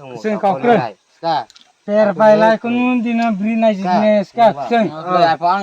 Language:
Kok Borok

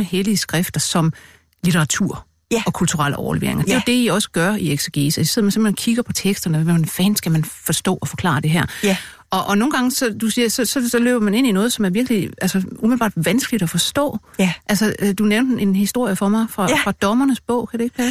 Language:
Danish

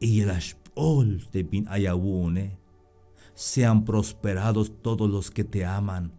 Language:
Tzeltal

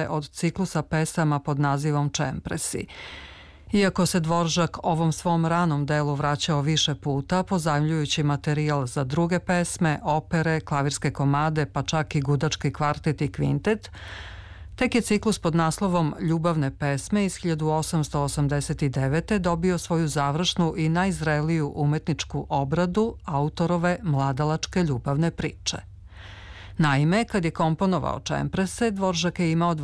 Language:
Serbian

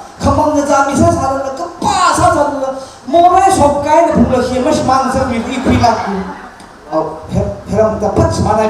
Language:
Tangkhul Naga (India)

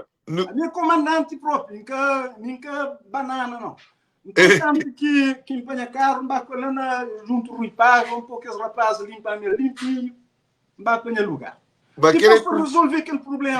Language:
Kabuverdianu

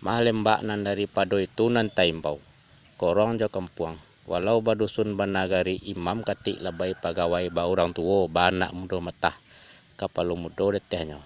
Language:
Minangkabau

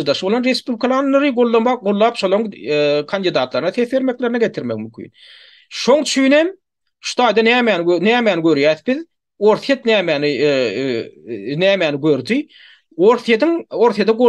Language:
Turkmen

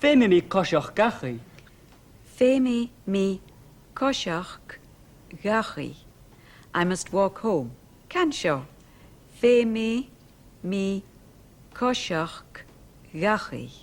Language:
Scottish Gaelic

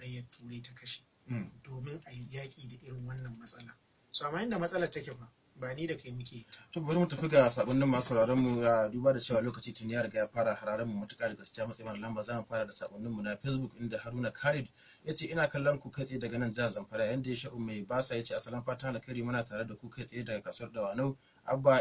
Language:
Hausa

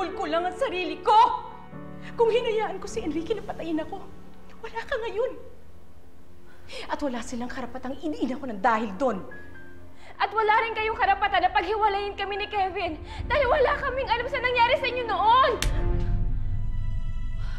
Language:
Filipino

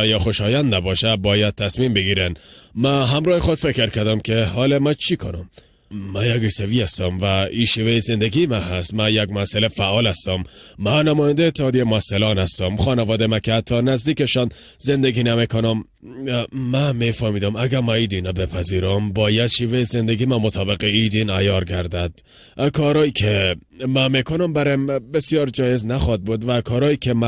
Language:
Persian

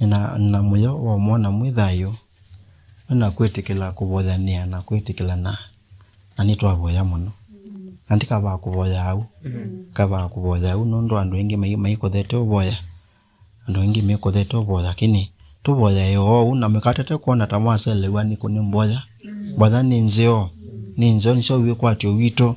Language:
Kamba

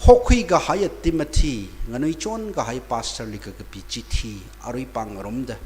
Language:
Tangkhul Naga (India)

